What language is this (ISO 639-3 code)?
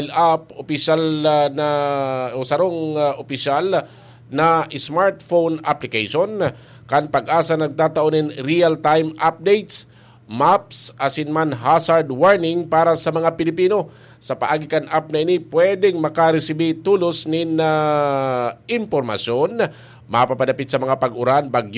bik